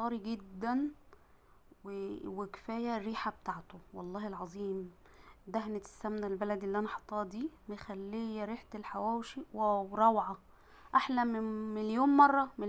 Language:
Egyptian Arabic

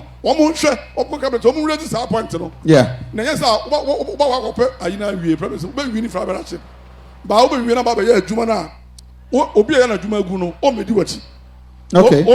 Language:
Akan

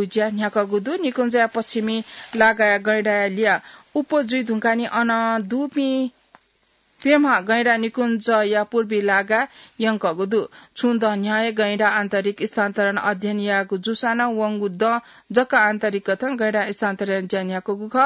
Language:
Newari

